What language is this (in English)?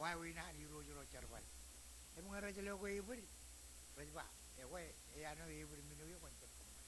Marshallese